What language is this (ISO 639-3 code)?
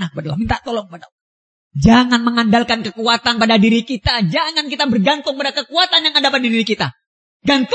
ind